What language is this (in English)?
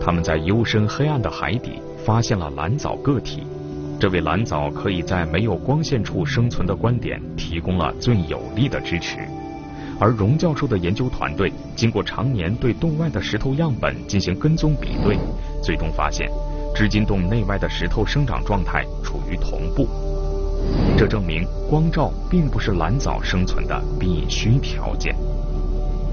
Chinese